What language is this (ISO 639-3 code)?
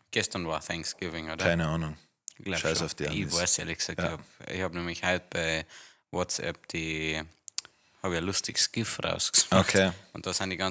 bar